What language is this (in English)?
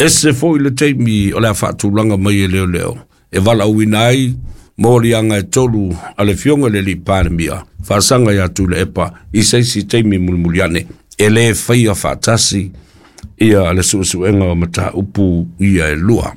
Samoan